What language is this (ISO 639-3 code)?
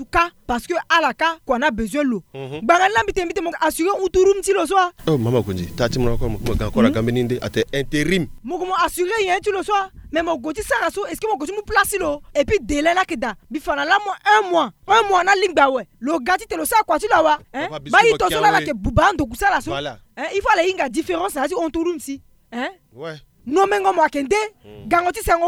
sag